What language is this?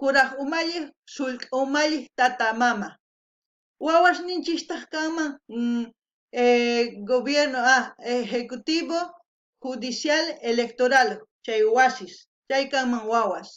South Bolivian Quechua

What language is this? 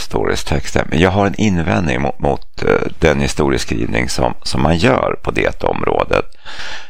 Swedish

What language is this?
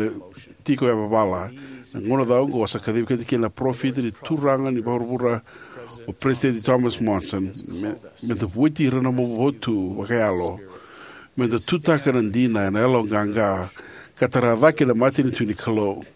Fijian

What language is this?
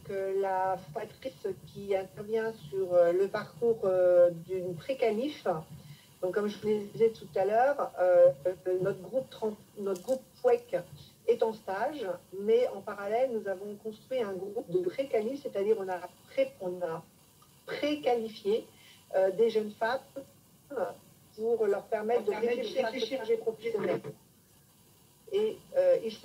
French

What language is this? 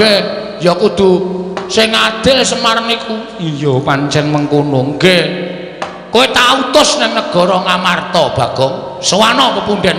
Javanese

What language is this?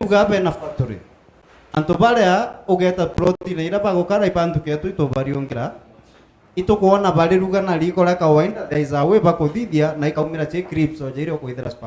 Meru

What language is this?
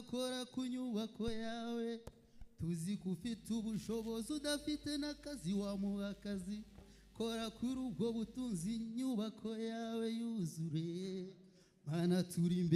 Kinyarwanda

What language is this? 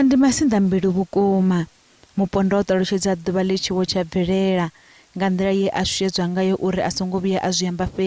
Venda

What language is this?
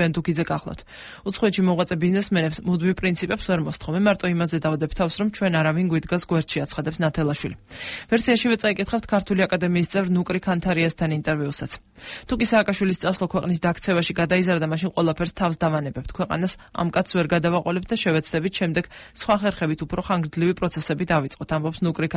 Georgian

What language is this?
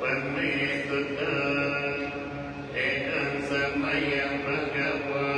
Pali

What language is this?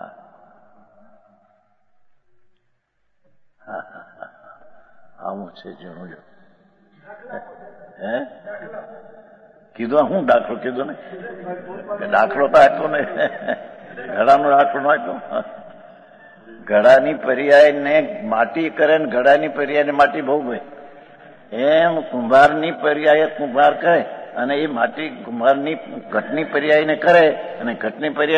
Gujarati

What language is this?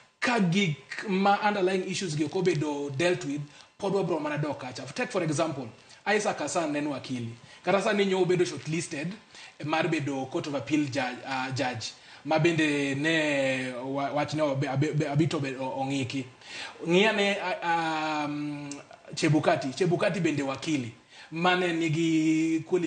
Luo (Kenya and Tanzania)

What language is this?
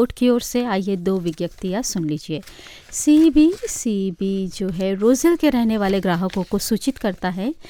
Hindi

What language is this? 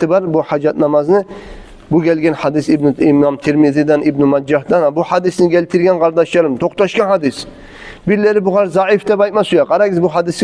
Kumyk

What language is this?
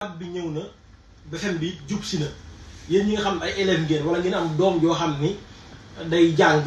Wolof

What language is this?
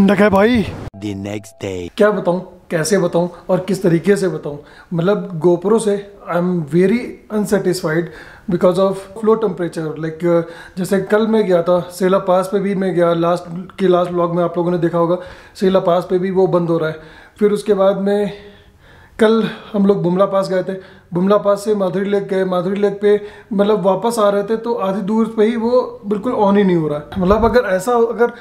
Hindi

